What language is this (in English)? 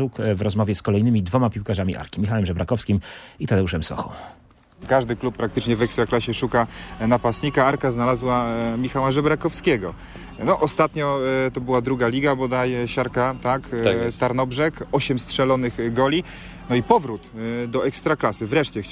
Polish